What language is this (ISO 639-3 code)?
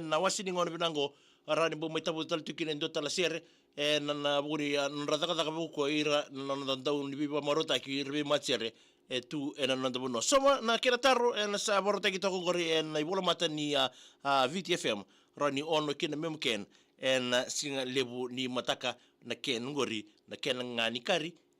fij